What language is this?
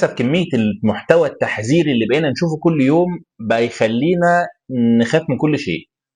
Egyptian Arabic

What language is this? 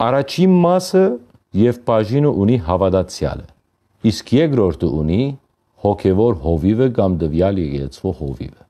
Western Armenian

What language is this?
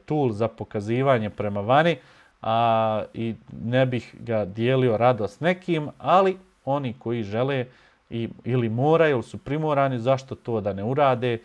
Bosnian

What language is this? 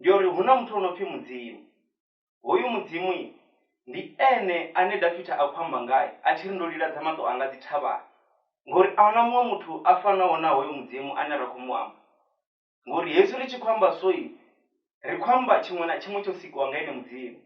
Venda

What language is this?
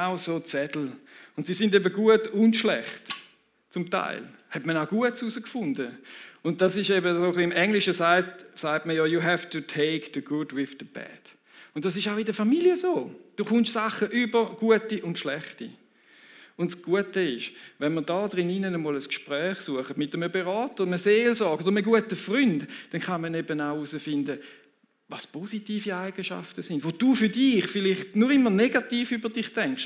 Swiss German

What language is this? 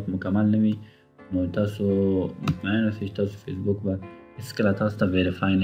Pashto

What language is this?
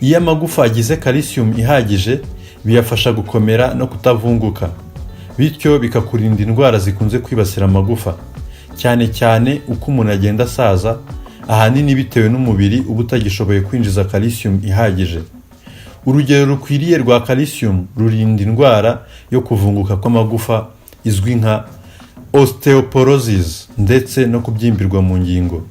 Kinyarwanda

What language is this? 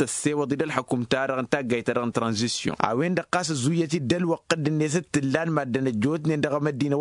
Tamasheq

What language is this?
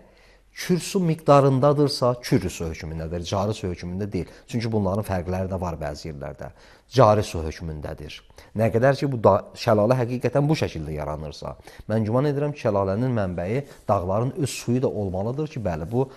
Azerbaijani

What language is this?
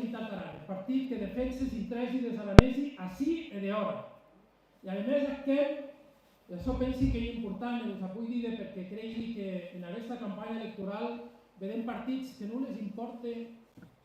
Occitan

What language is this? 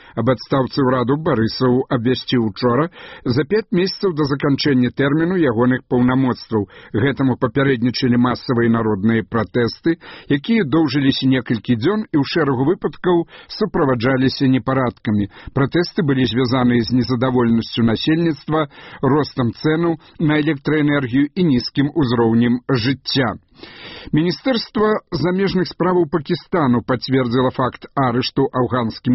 Belarusian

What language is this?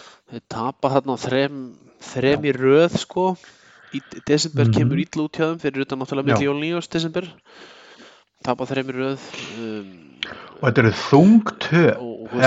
Icelandic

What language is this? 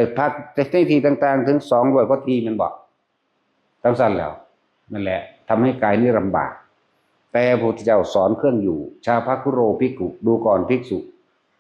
Northeastern Thai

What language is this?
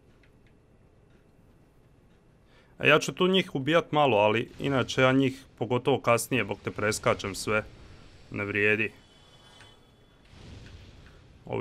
Croatian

